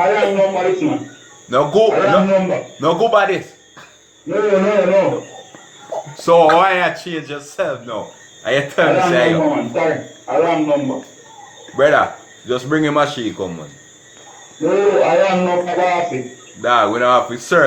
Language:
Jamaican Creole English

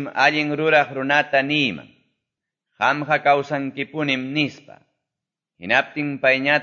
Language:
Quechua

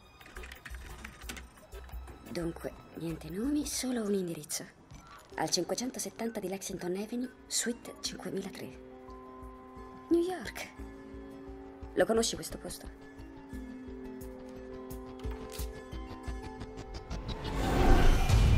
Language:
Italian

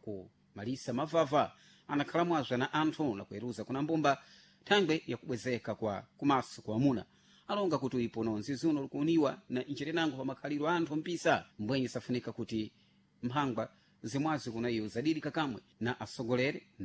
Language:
Sena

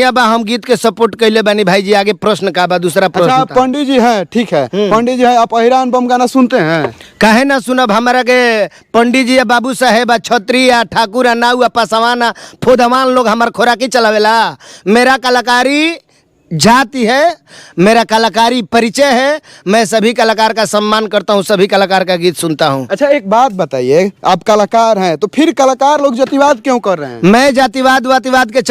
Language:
Bhojpuri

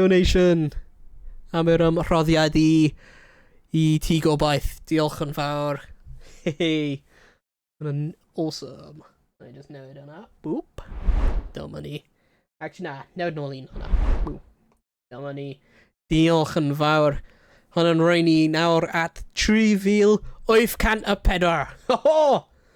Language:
Welsh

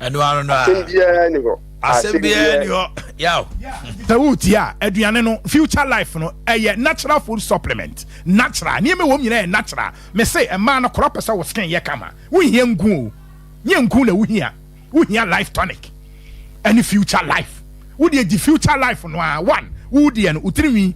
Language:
Akan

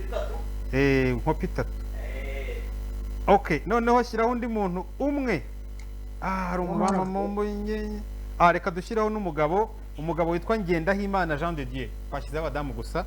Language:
Kinyarwanda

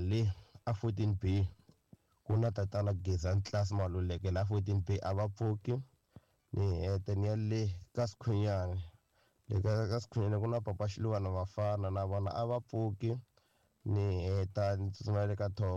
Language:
Tsonga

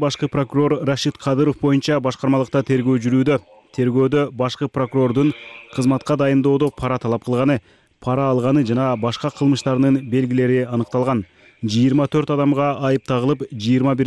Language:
Kyrgyz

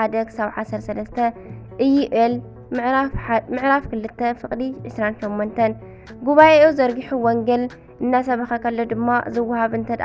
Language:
Tigrinya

